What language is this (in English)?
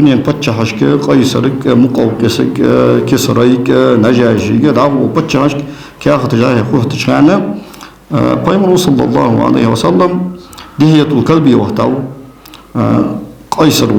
Ingush